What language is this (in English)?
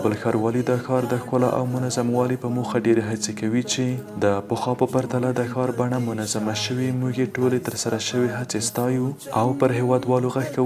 Pashto